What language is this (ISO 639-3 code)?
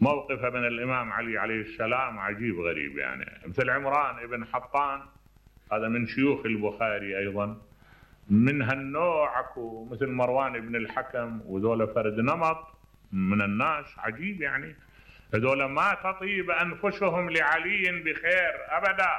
acm